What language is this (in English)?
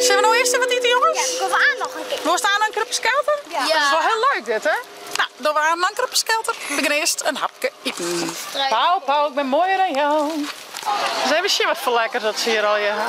Western Frisian